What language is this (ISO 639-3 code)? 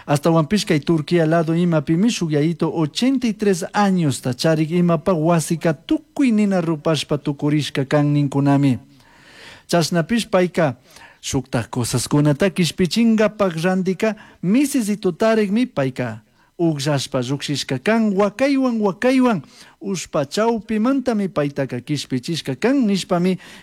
qug